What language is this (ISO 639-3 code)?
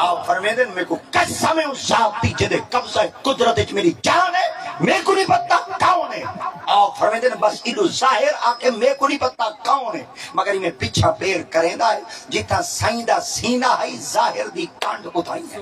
skr